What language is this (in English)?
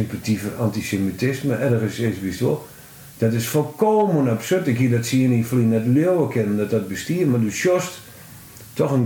Western Frisian